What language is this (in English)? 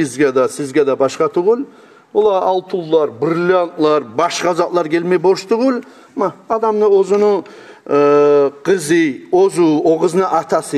Kumyk